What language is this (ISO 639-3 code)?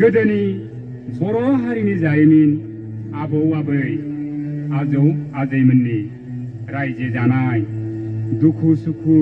brx